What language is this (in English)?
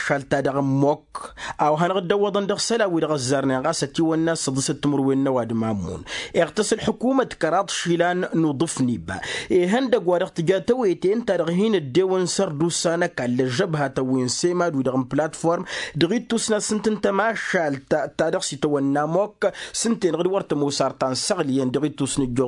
Tamasheq